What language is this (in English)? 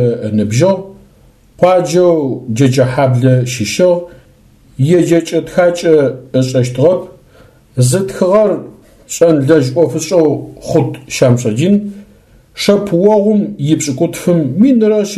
Adyghe